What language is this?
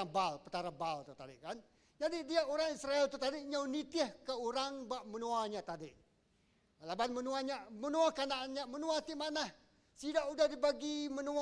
Iban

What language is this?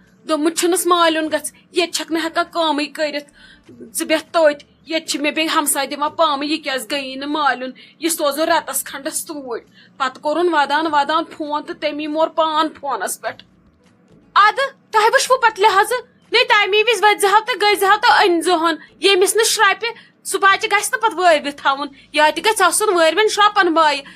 Kashmiri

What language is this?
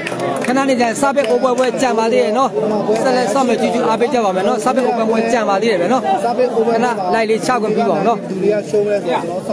Burmese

